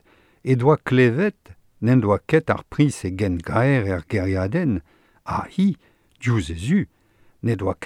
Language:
Breton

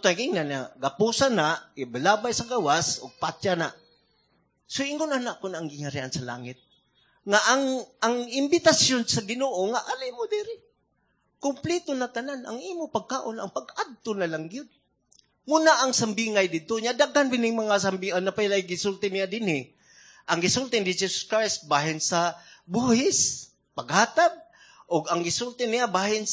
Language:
Cebuano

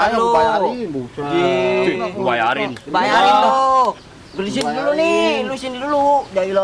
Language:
Betawi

